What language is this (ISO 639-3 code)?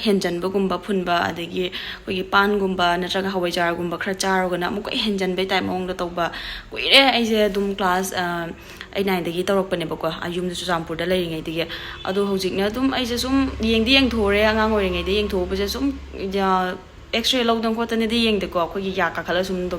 mni